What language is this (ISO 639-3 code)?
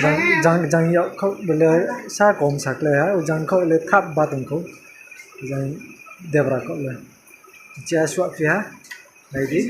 ria